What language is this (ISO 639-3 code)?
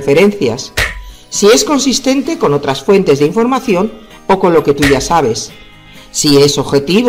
spa